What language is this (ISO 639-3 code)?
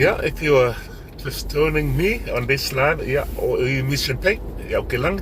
smo